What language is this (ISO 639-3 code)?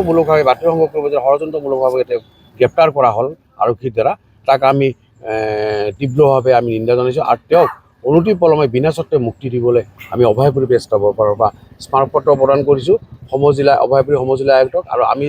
asm